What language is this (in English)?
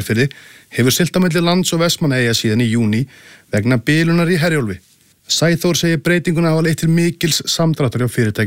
Icelandic